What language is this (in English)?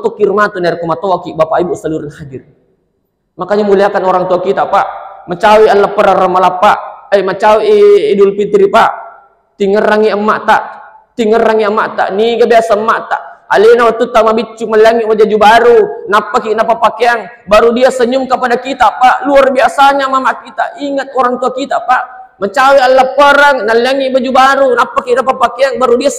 Buginese